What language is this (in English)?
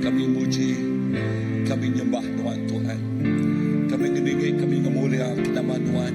Iban